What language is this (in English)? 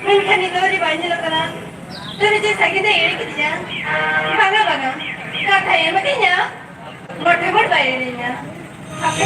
Santali